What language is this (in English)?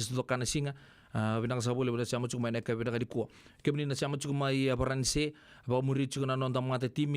Fijian